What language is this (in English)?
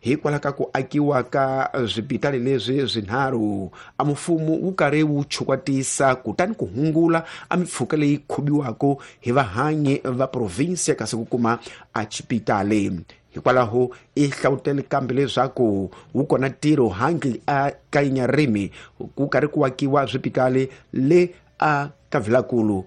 Tsonga